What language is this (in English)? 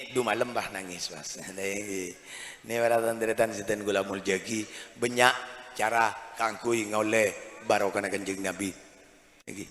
Madurese